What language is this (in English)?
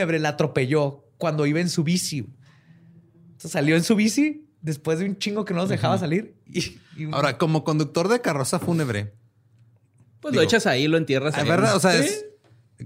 Spanish